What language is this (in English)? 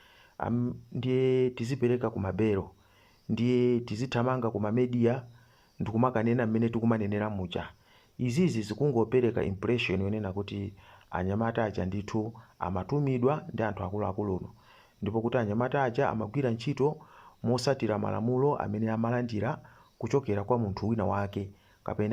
Nyanja